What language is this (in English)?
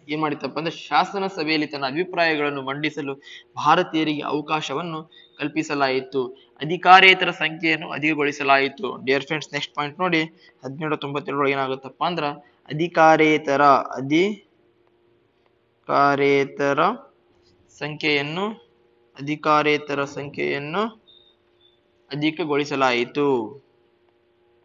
Kannada